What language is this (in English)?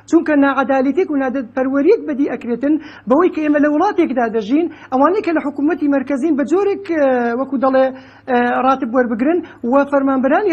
Central Kurdish